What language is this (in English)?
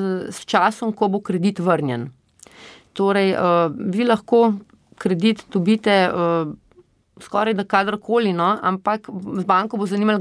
Slovenian